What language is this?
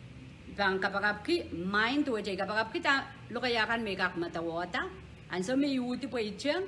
Pohnpeian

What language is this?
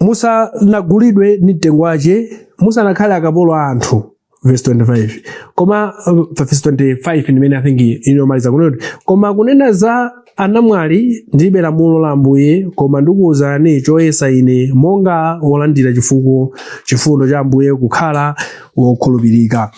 Nyanja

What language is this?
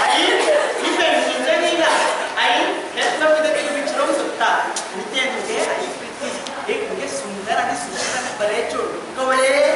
Konkani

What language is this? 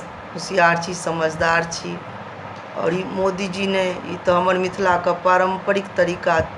Maithili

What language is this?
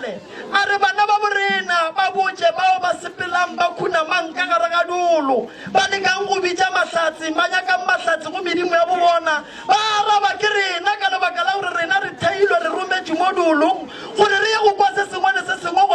Northern Sotho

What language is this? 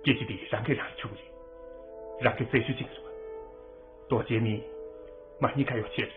Tibetan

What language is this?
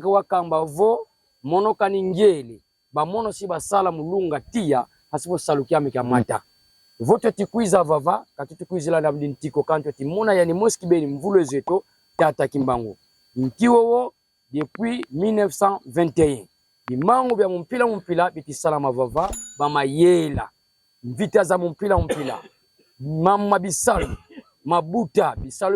Kongo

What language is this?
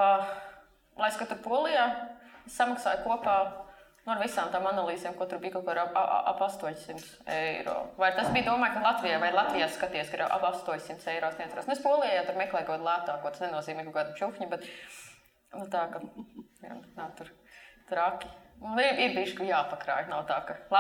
Latvian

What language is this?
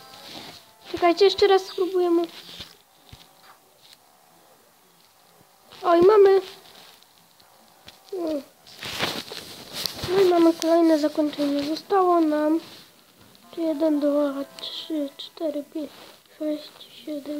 Polish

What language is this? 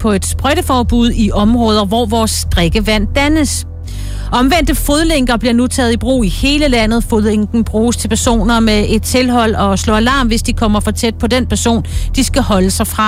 Danish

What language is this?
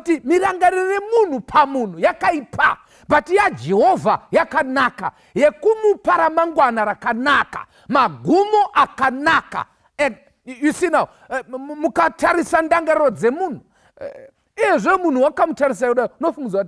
Shona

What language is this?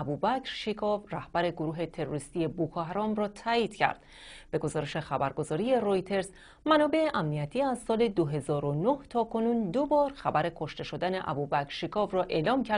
Persian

